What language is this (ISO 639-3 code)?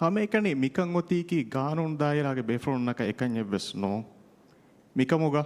div